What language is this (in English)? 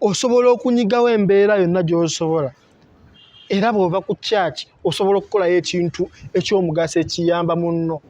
Ganda